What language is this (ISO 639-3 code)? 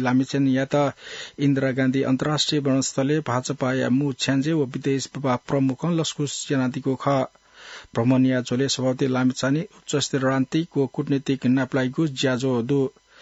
new